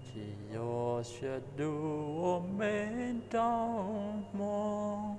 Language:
Hmong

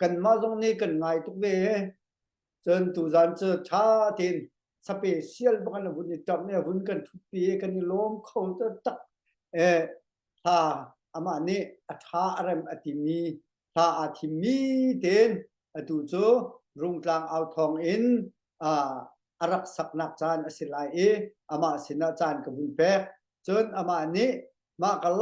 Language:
Hakha Chin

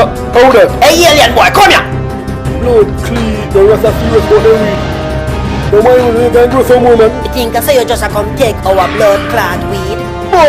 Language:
Jamaican Creole English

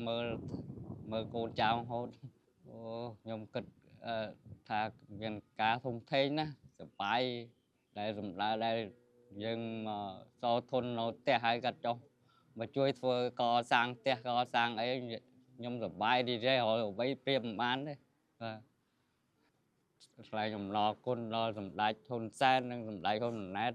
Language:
Khmer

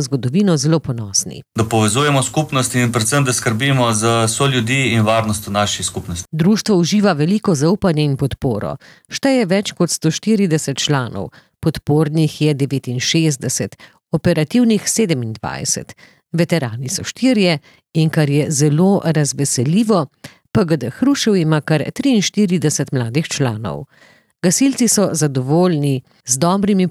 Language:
Slovenian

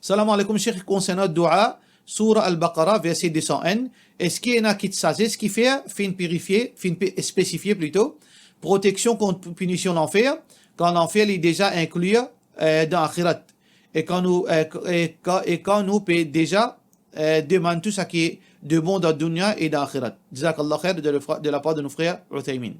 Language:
Morisyen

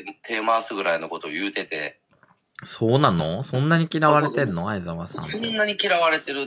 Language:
Japanese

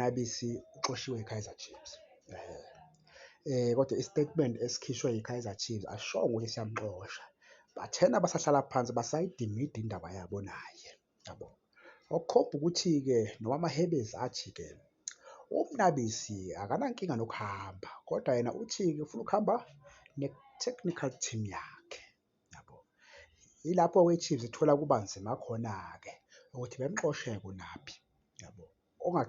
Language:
Zulu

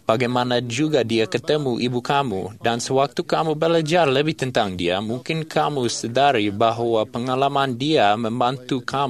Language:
Malay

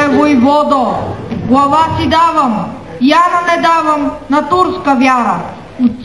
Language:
Bulgarian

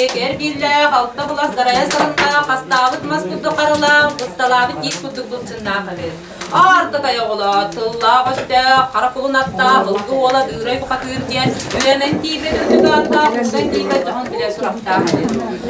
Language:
Yakut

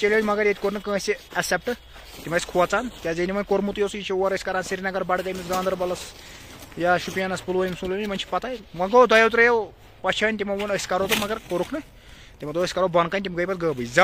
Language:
Kashmiri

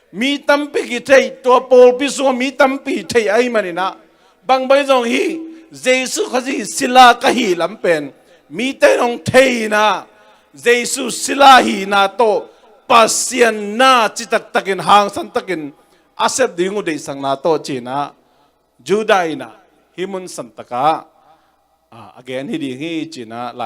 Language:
Tedim Chin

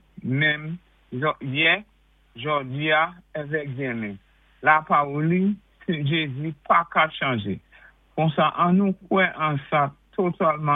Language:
Saint Lucian Creole French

